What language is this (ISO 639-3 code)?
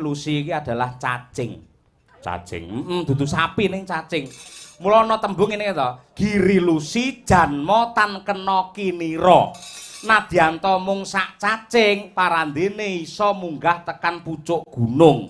jav